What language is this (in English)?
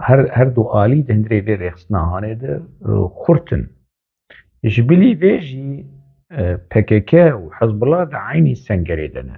Kurdish